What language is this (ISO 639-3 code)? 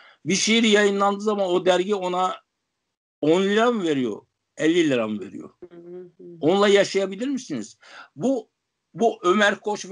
tur